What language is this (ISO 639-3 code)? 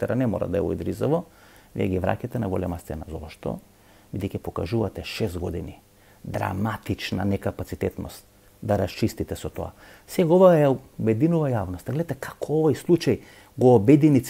mkd